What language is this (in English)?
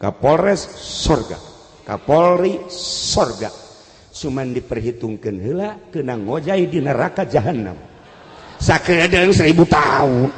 Sundanese